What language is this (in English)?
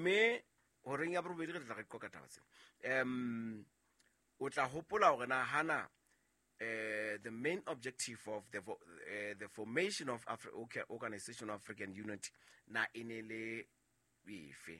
Southern Sotho